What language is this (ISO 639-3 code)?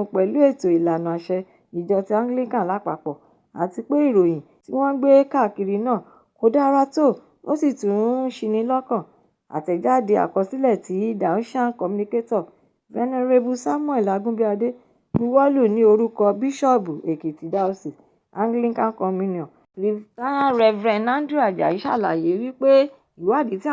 yor